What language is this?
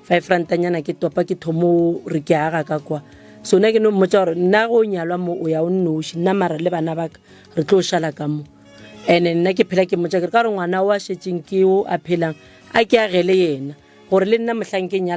Northern Sotho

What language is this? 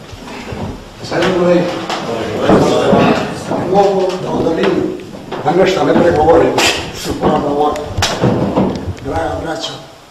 Bosnian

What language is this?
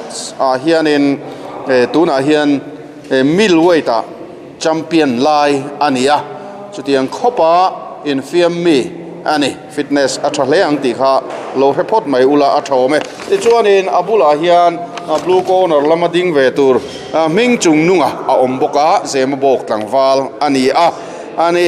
Mizo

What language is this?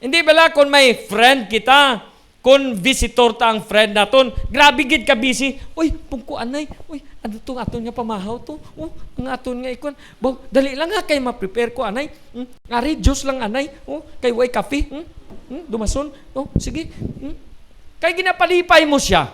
Hiligaynon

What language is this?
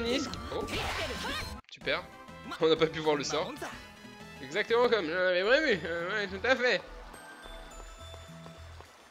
French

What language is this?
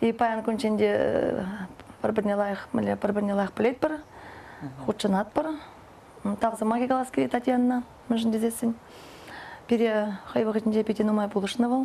Chuvash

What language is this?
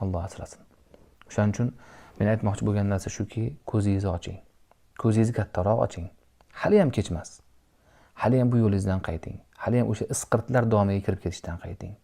Uzbek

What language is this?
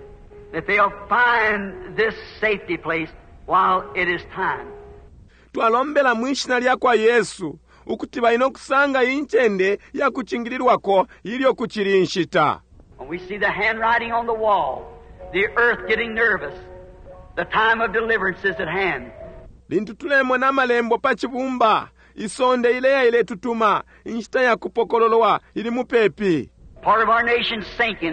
Bemba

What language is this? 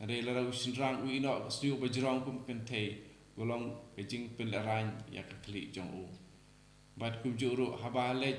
Khasi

